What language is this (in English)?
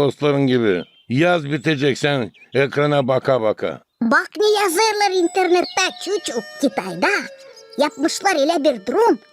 Gagauz